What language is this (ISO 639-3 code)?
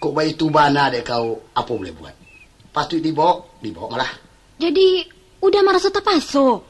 min